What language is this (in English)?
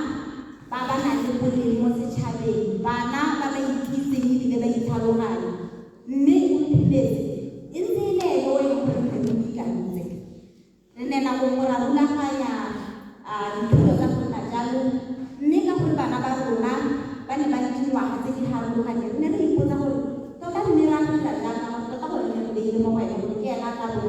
Tswana